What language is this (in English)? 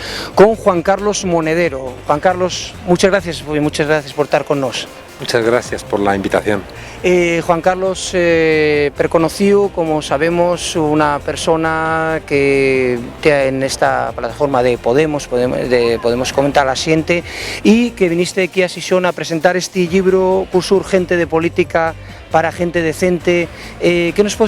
Asturian